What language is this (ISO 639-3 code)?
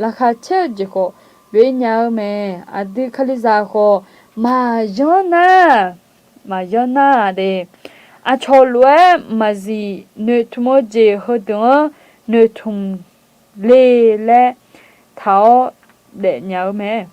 ahk